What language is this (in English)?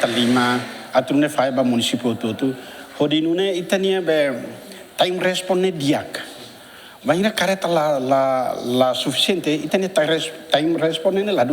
Tetum